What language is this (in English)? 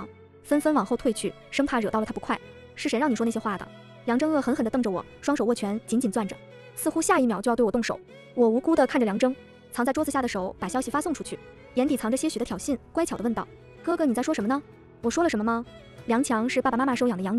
Chinese